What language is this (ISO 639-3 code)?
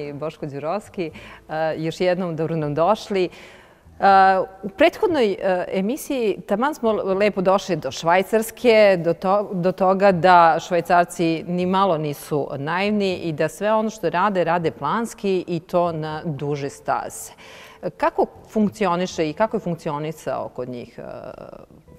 srp